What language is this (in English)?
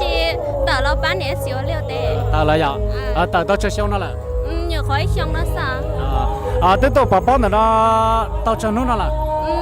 Hmong